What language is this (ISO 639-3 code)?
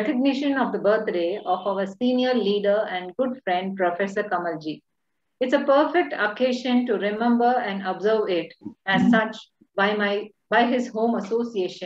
eng